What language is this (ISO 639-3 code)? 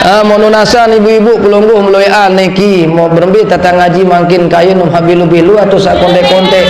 sas